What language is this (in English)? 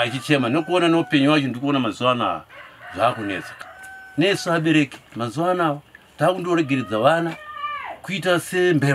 Shona